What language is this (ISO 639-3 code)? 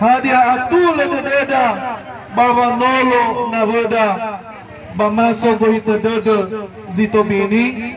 nia